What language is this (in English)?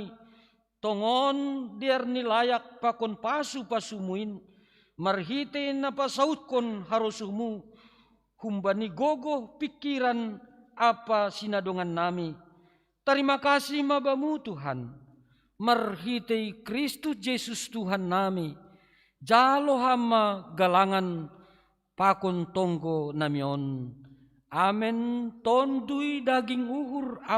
Batak Simalungun